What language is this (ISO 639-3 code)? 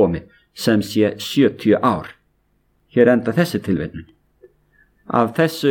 isl